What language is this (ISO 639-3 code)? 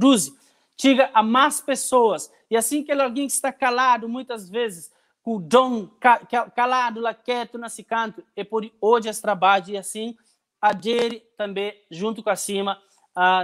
kea